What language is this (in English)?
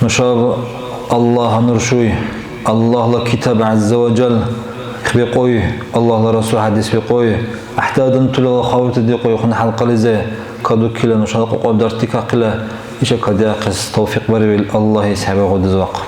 Dargwa